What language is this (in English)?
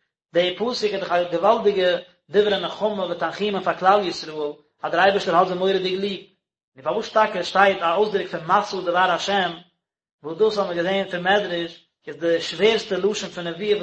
Yiddish